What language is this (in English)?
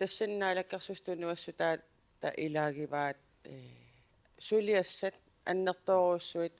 Kalaallisut